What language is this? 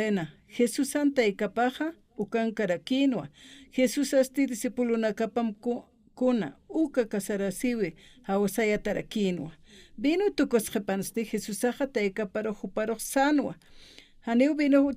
Aymara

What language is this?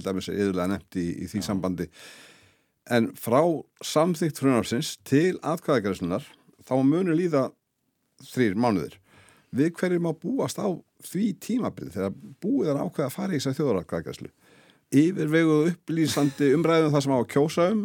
Icelandic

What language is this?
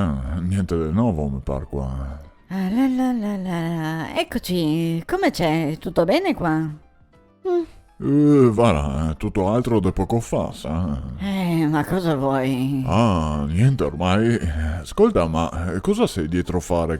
Venetian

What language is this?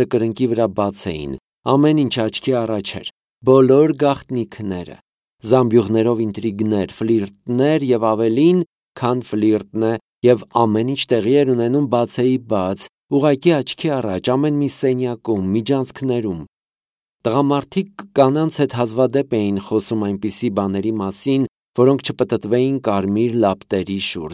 Armenian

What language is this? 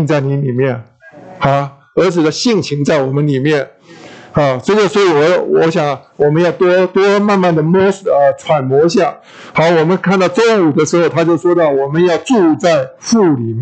Chinese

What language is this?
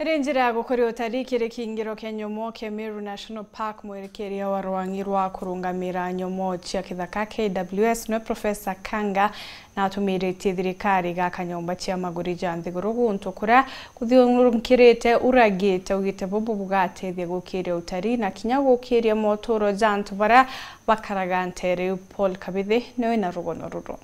Meru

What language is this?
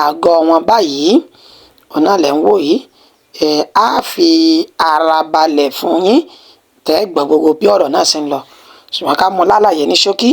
Yoruba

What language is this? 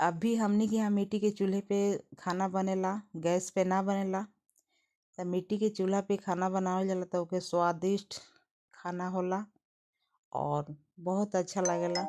Bhojpuri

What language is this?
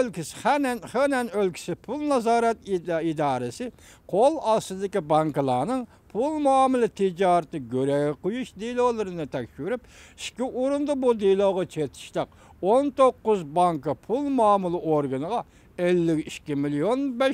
Uyghur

